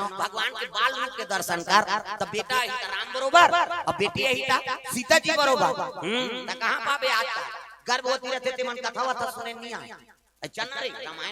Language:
Chhattisgarhi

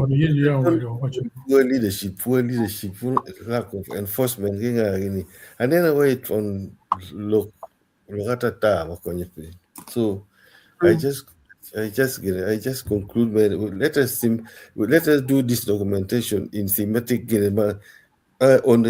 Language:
Acoli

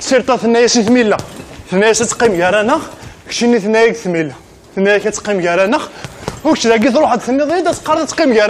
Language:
Kabyle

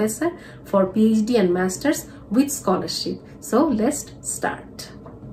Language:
Bangla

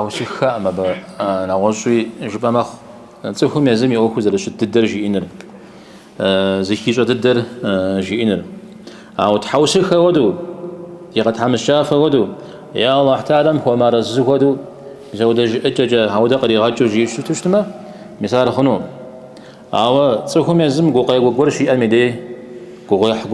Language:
Kabardian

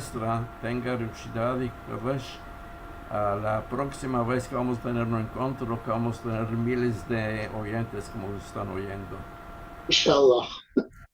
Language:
Ladino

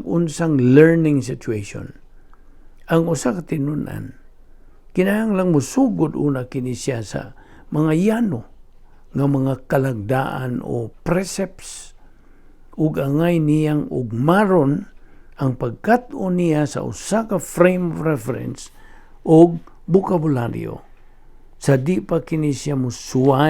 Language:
Cebuano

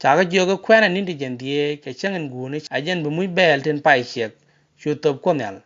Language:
Nuer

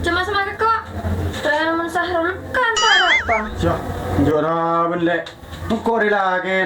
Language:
Madurese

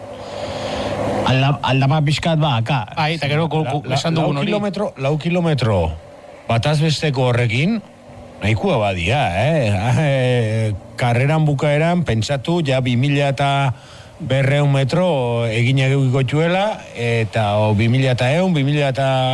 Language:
Basque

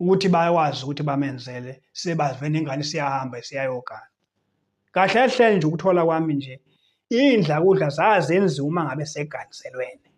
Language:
Zulu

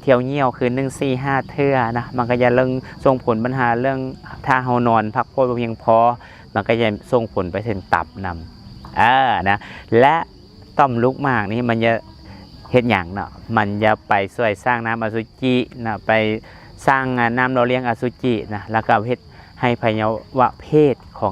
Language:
Lao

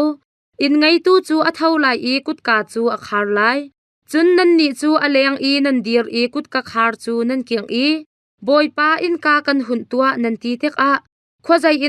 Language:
Hakha Chin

